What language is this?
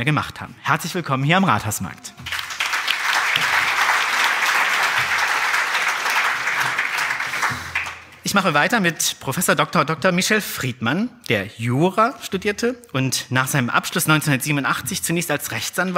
German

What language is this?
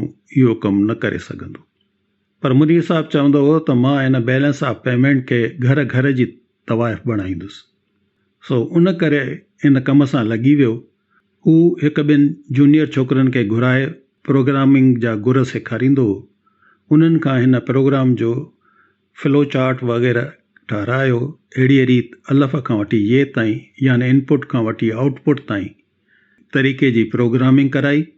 Sindhi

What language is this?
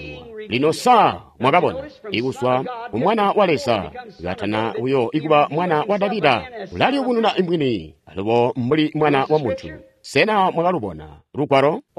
Tonga (Zambia)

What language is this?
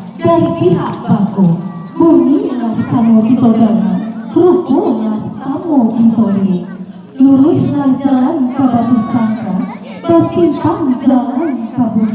Minangkabau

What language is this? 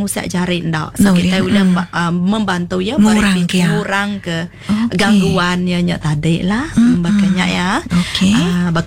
Iban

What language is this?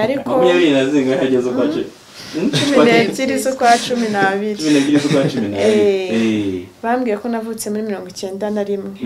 Kinyarwanda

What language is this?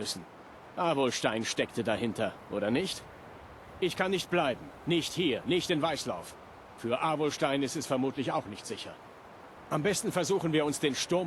Bavarian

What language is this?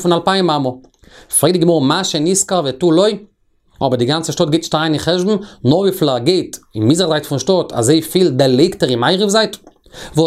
Yiddish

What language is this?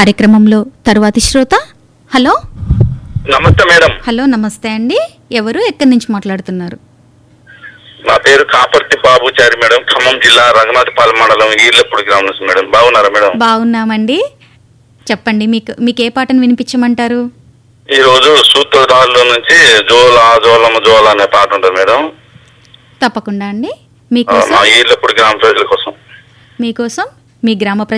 Telugu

